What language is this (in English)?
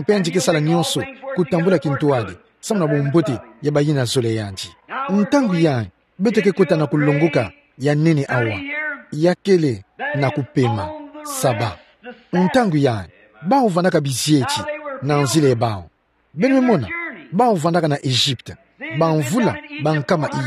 Kituba (Democratic Republic of Congo)